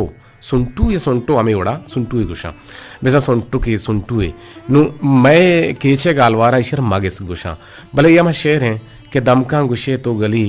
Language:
Eastern Balochi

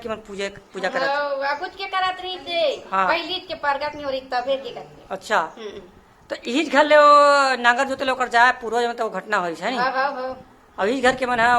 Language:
Chhattisgarhi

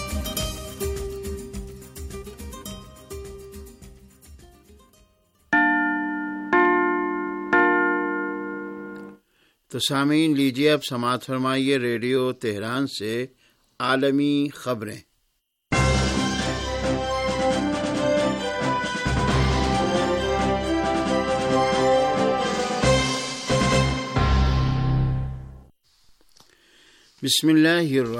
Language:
Urdu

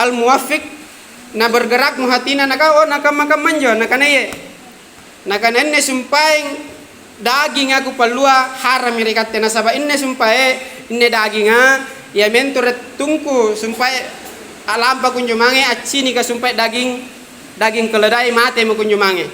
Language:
Makasar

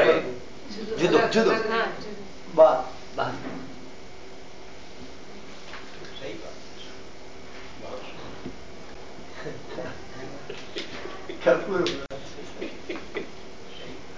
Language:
Gujarati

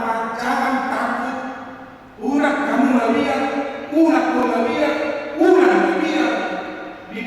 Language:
Batak Toba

